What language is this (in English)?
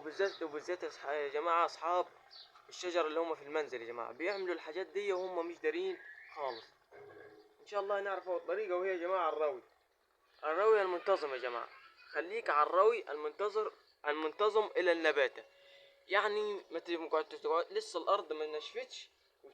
Egyptian Arabic